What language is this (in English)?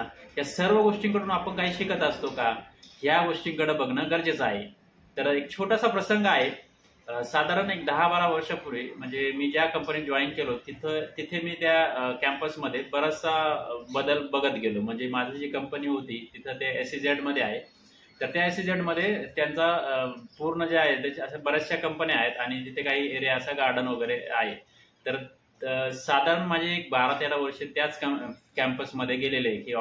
Marathi